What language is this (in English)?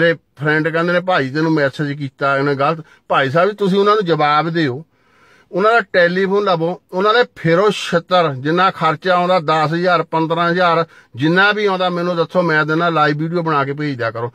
Punjabi